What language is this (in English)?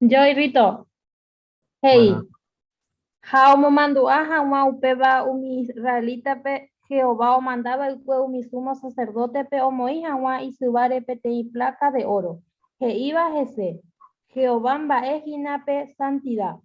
Guarani